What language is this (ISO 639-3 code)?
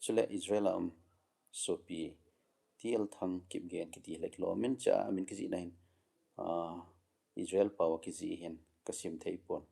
tcz